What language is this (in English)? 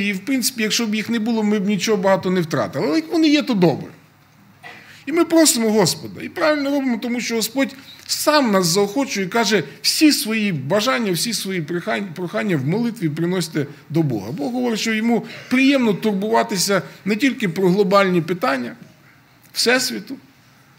Ukrainian